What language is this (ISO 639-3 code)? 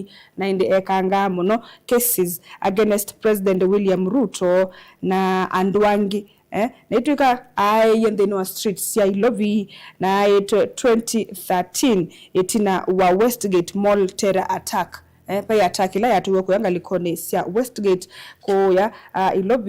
kam